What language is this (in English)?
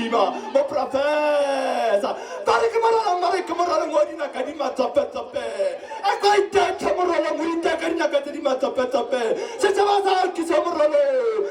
Tswana